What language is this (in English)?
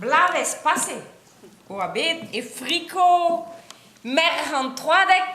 Breton